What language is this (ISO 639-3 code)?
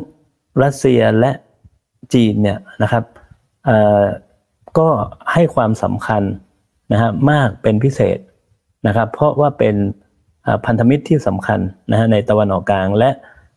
tha